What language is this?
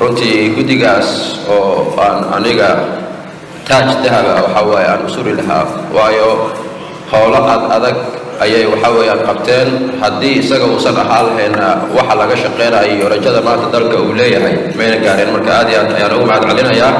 Somali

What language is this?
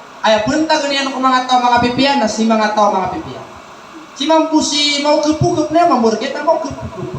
Maranao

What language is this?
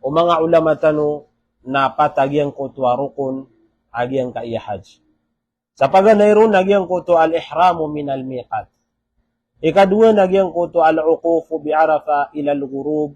Maranao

